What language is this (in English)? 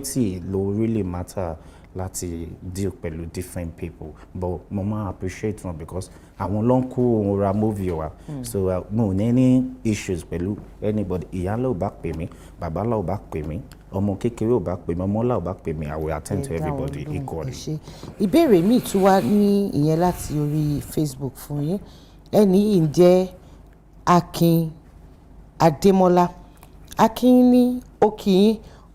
Yoruba